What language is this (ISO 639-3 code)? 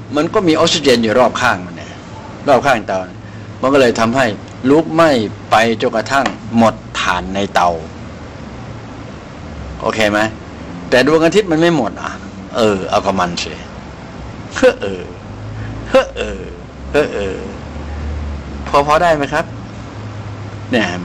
tha